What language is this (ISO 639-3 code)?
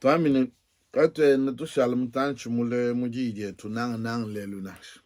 lua